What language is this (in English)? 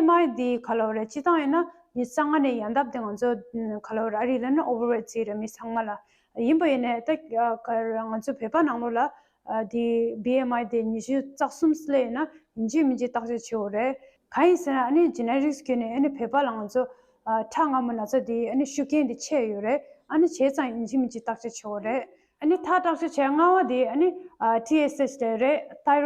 Tibetan